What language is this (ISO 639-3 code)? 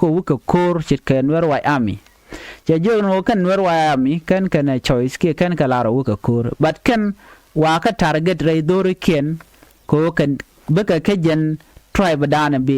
nus